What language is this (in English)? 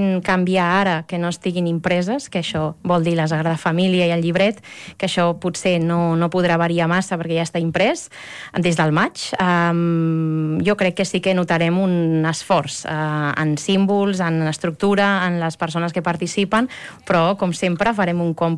Catalan